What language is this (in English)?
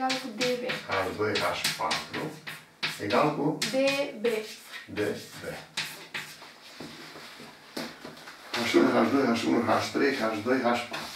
Romanian